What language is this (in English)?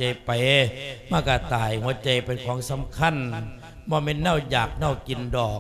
Lao